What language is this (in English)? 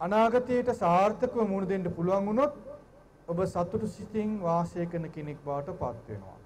Sinhala